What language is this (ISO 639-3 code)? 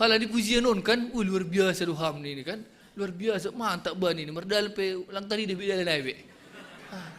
bts